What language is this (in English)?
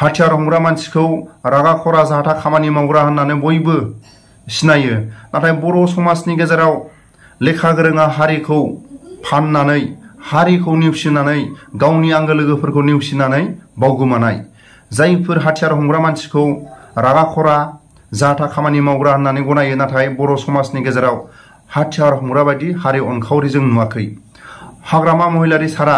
Bodo